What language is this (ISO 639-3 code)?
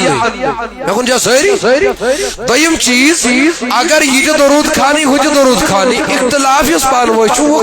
kas